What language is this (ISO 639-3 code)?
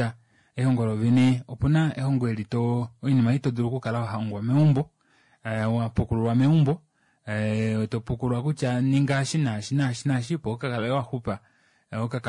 kua